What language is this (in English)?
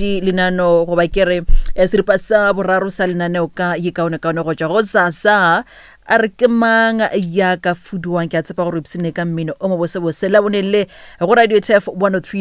Northern Sotho